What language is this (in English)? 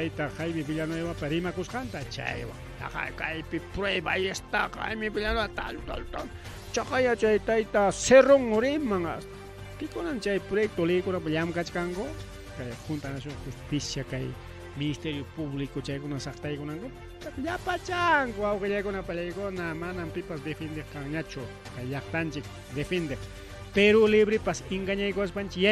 Ayacucho Quechua